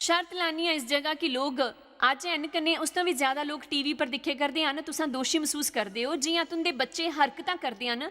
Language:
Dogri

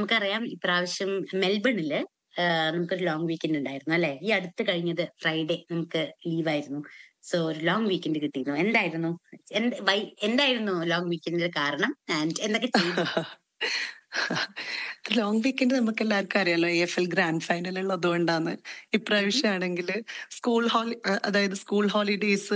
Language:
Malayalam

